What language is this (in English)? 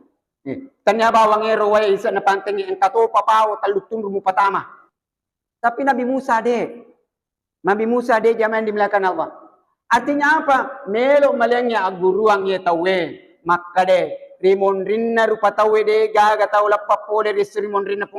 Buginese